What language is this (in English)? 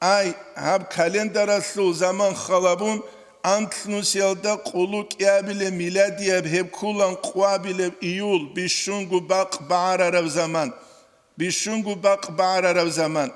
Avaric